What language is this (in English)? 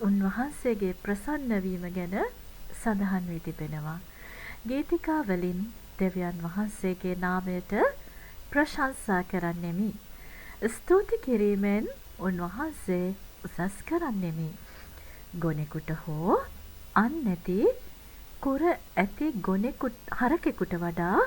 Sinhala